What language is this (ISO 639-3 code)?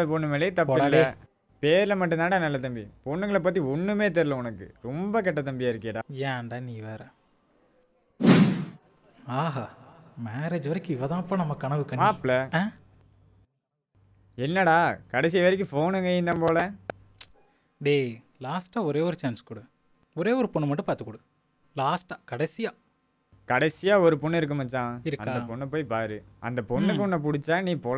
tam